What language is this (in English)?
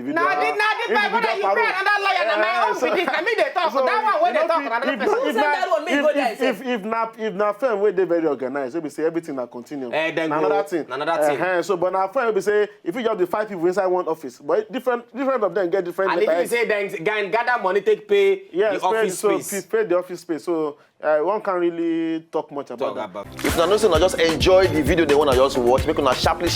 Nigerian Pidgin